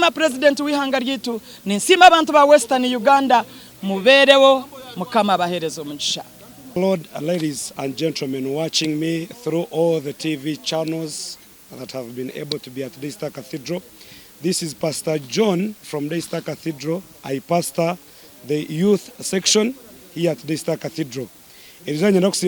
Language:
Nyankole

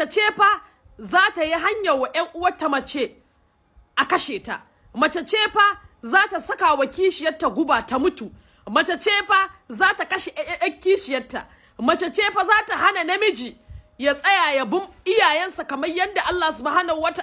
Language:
Hausa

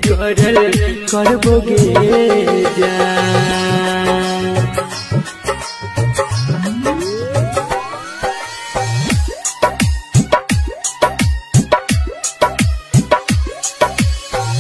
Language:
Bhojpuri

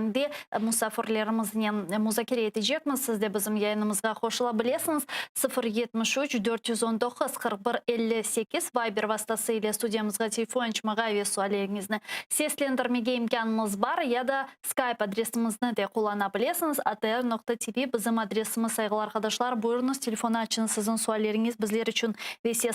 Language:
Crimean Tatar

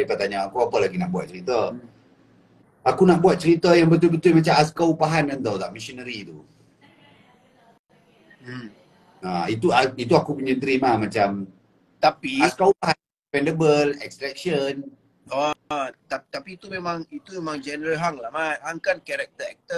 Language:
Malay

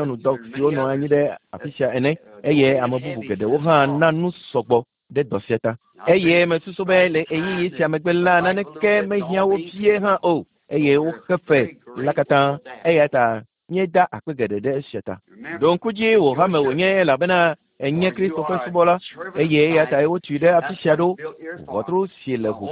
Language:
Ewe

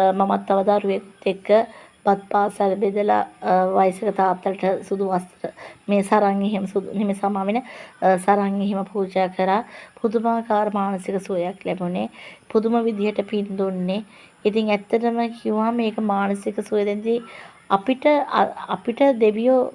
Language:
Sinhala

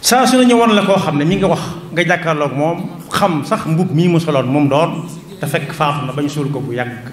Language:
Wolof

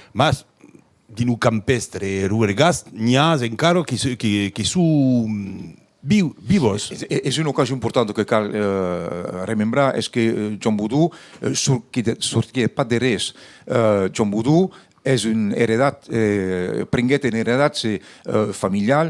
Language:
Occitan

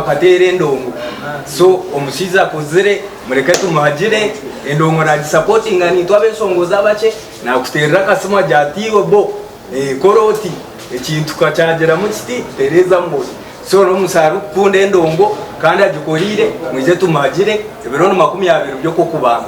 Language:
Nyankole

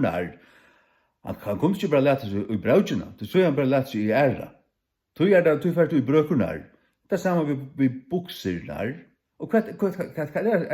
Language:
Faroese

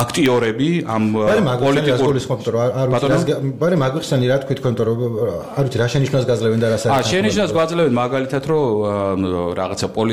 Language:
Georgian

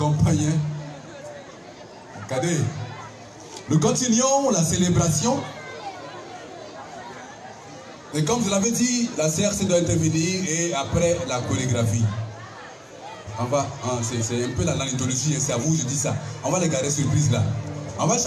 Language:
French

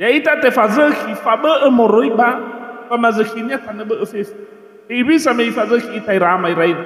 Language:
Nias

